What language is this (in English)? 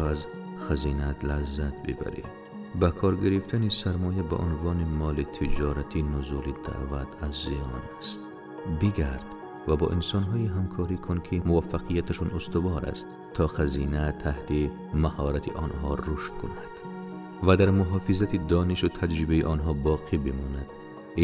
Tajik